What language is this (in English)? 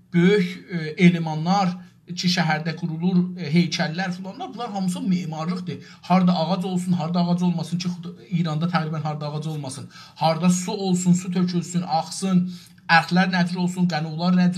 South Azerbaijani